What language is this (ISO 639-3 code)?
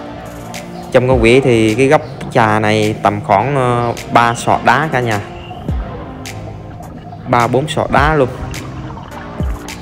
vie